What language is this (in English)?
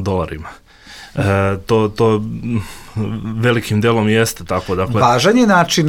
Bosnian